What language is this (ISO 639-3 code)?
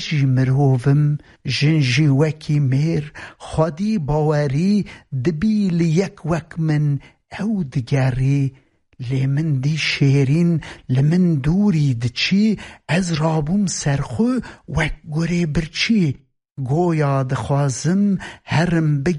kur